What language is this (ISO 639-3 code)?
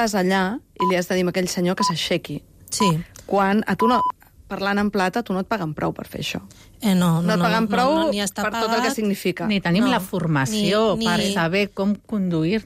cat